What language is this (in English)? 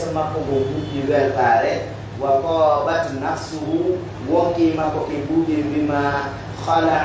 Pular